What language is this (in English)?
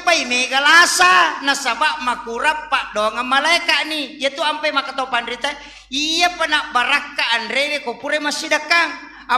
Buginese